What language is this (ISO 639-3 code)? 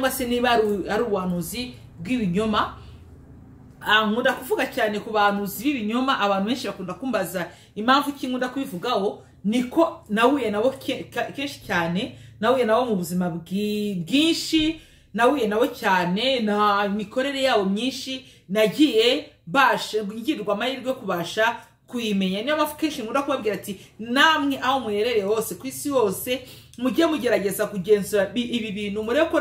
kin